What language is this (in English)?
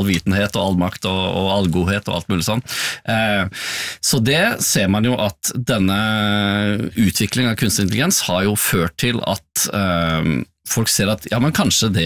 Norwegian